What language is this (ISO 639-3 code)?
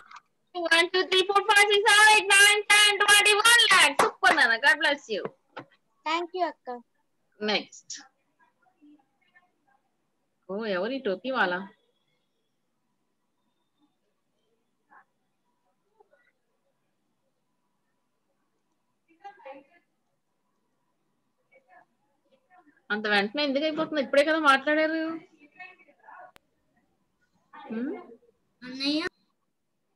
tel